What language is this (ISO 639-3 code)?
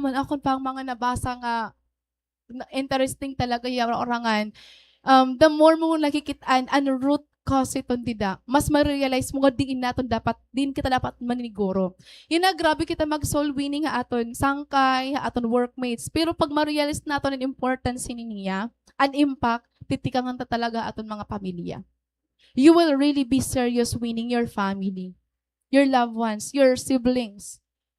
war